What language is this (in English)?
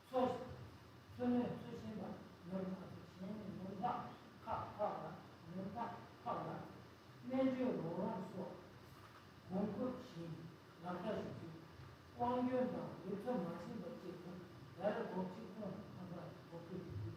Tibetan